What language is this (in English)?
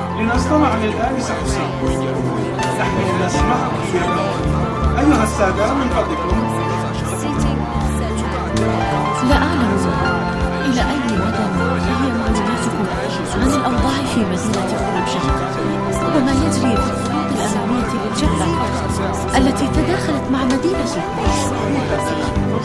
Arabic